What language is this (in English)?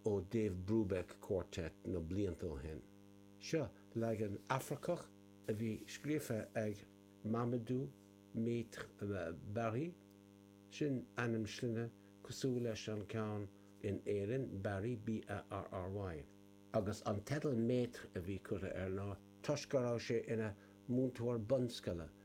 Irish